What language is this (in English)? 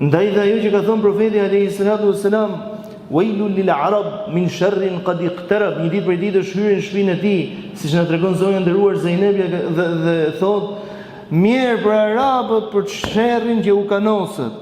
Albanian